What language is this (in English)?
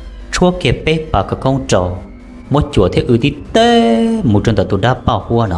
Hmong